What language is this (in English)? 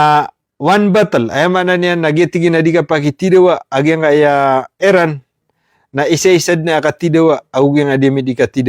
Maranao